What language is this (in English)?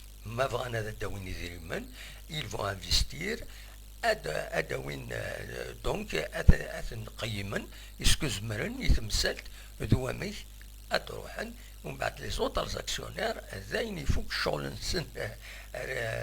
Kabyle